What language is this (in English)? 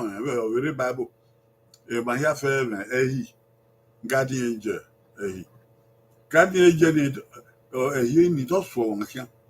Bini